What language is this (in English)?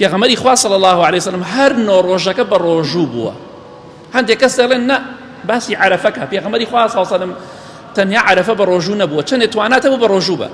Central Kurdish